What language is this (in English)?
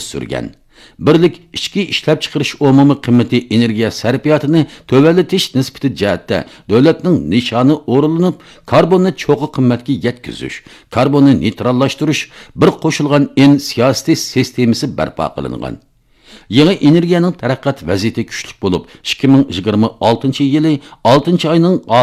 Uyghur